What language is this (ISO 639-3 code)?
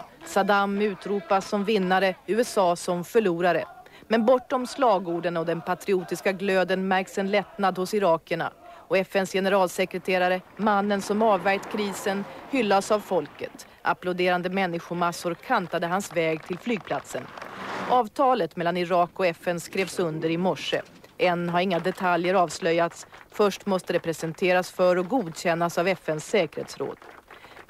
swe